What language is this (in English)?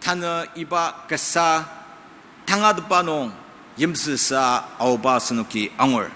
Ao Naga